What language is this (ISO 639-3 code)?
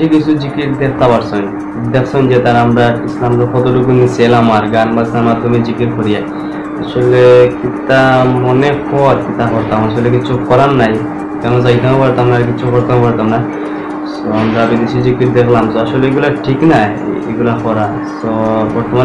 syl